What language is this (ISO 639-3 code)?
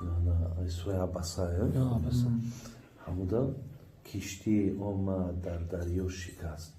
tgk